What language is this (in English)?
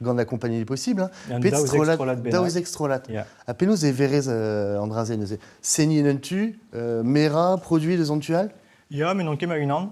Breton